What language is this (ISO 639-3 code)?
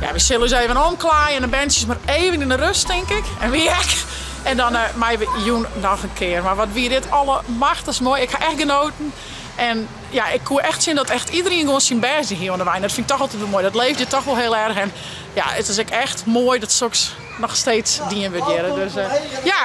fry